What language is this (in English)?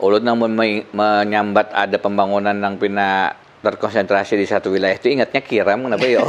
Banjar